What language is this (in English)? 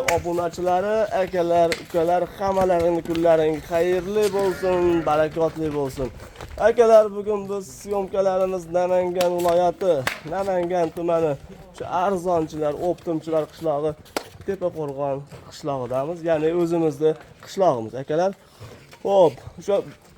Uzbek